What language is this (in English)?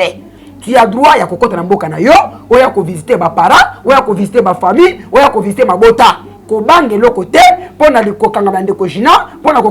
Lingala